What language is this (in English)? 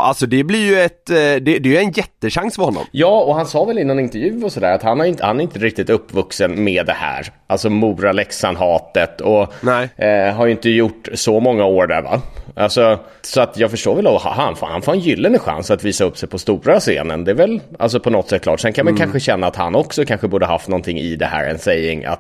Swedish